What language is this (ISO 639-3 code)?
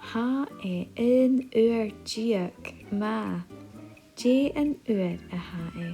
gla